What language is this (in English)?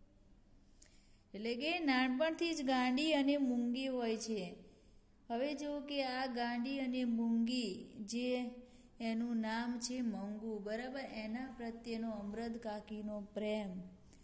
Gujarati